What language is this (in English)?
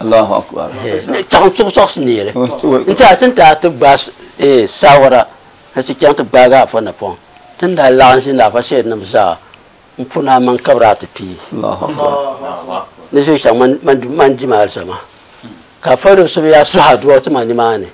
Dagbani